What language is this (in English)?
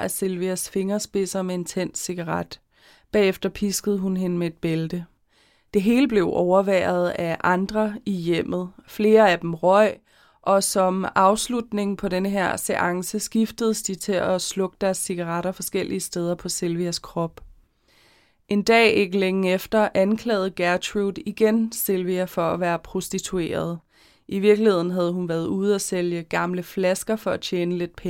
Danish